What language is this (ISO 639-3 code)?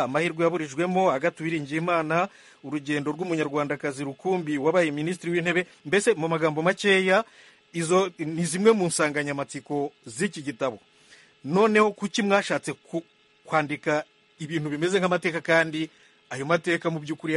kin